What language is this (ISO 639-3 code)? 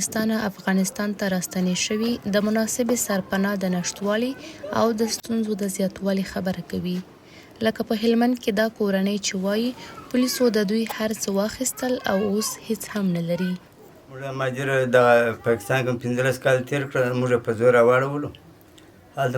pus